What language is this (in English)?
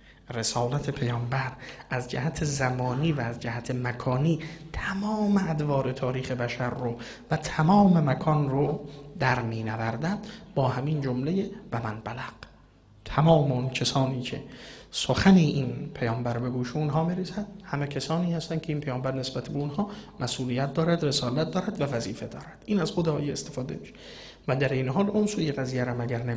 Persian